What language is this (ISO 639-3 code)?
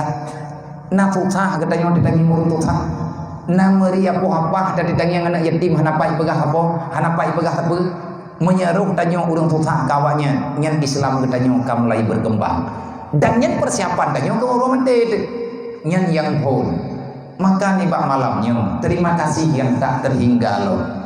ace